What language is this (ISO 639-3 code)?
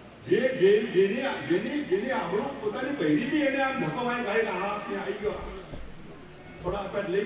guj